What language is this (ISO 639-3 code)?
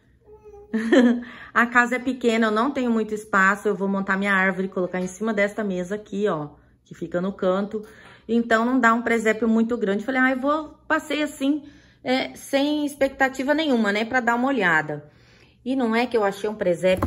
por